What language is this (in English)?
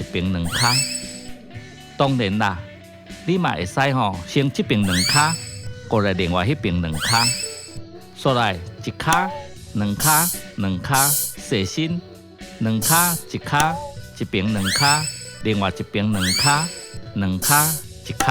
Min Nan Chinese